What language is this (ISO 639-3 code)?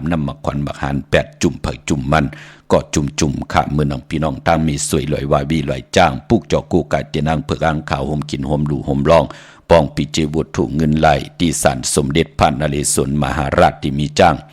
shn